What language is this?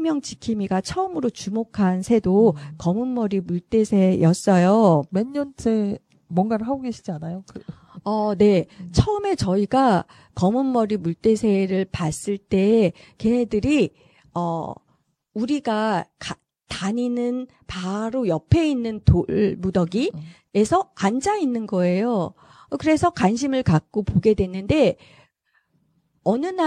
Korean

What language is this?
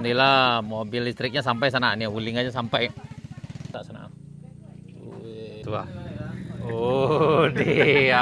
Minangkabau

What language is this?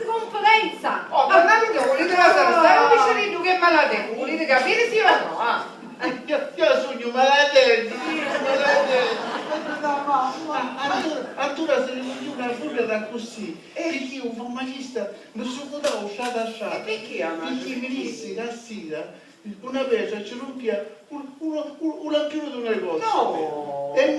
Sicilian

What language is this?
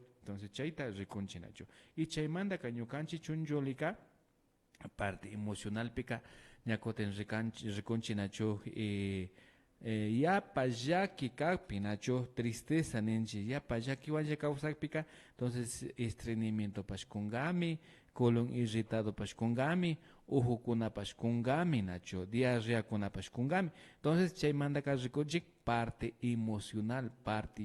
Imbabura Highland Quichua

